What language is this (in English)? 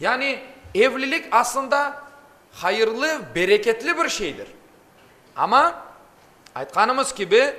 Crimean Tatar